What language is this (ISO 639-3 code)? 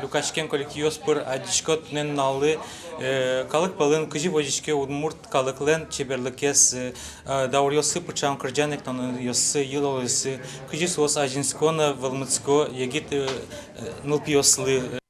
udm